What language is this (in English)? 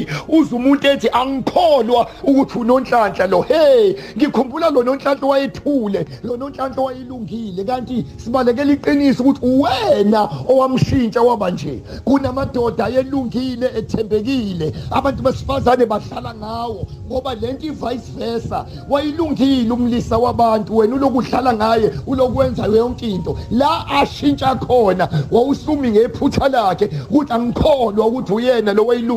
Zulu